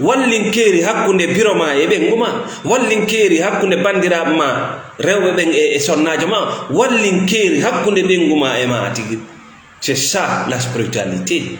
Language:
Fula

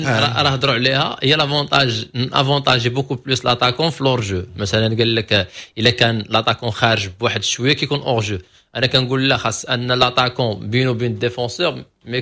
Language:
Moroccan Arabic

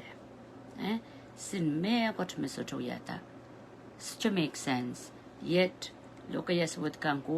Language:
Pohnpeian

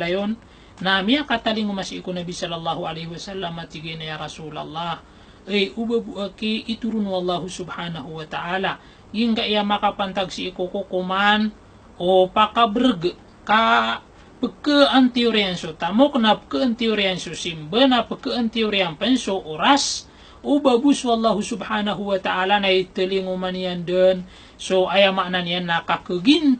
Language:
Maranao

